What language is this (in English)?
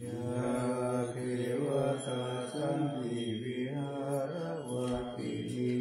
Pali